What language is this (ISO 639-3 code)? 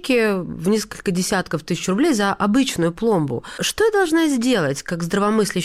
rus